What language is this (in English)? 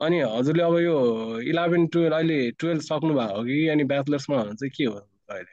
Nepali